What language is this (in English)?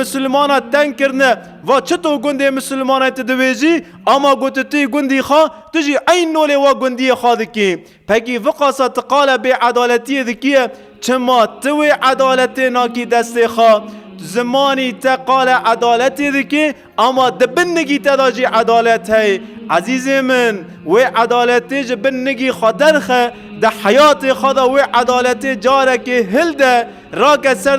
Kurdish